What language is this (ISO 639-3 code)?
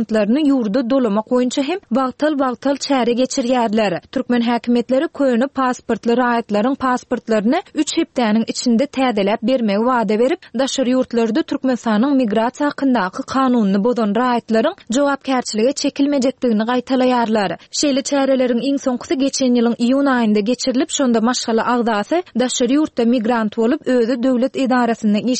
tuk